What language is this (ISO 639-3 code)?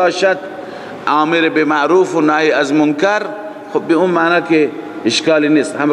fas